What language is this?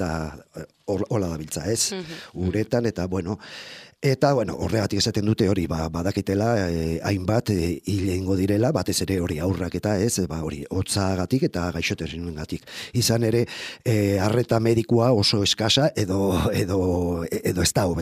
Basque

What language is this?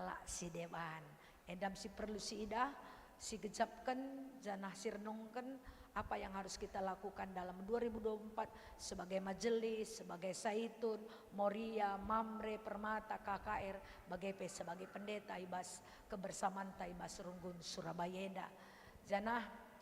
Batak Karo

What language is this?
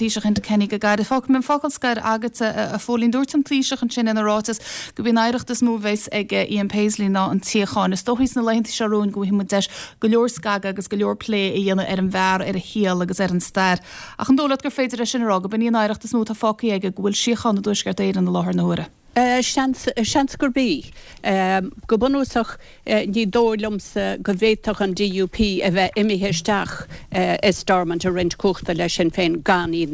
Irish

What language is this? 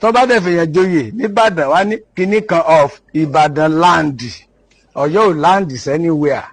Yoruba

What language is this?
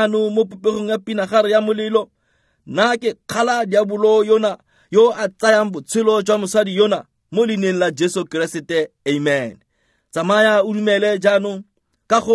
Tswana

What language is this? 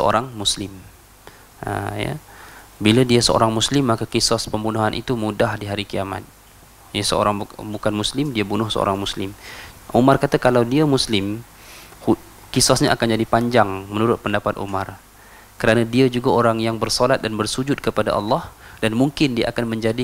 Malay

